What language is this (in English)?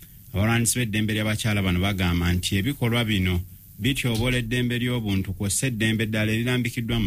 Ganda